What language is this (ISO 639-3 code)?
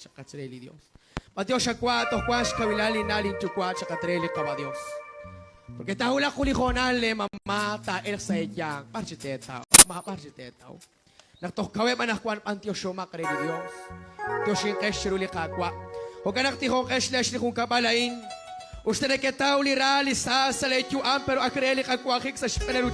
kek